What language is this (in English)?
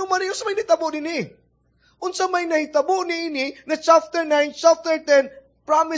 Cebuano